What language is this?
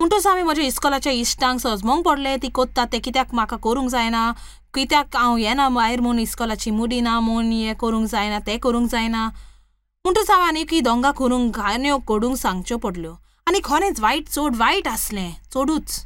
Konkani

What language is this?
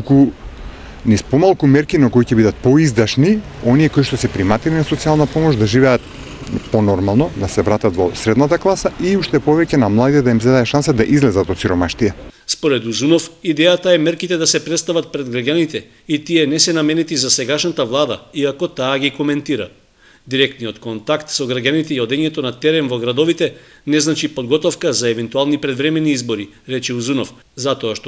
Macedonian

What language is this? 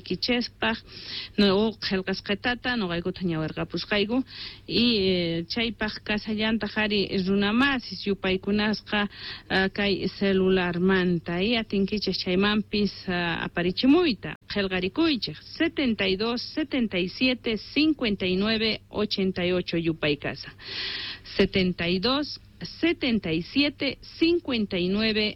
Quechua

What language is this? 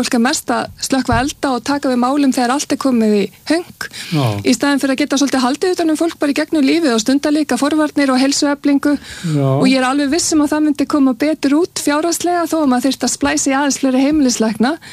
Icelandic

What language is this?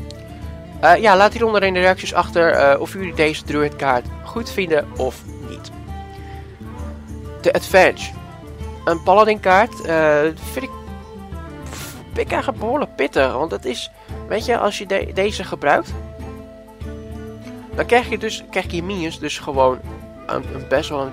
Dutch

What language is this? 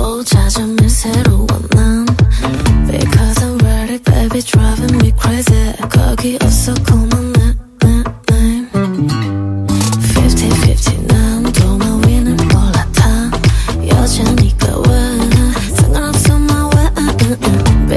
Korean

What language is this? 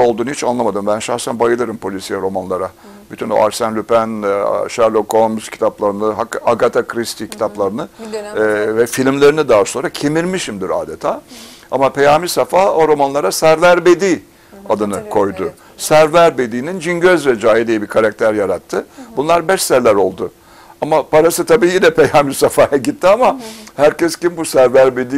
Turkish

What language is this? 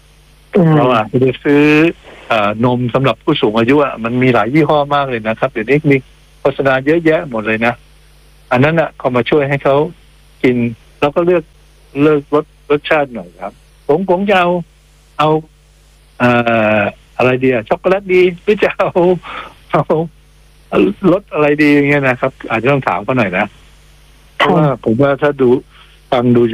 Thai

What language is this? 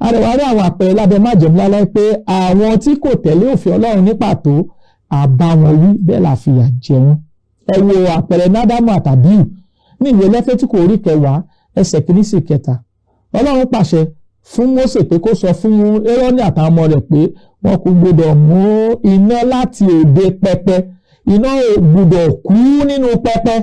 Yoruba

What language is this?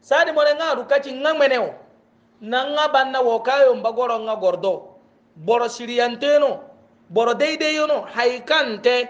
Hausa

